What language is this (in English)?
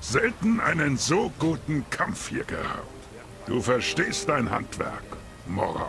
Bavarian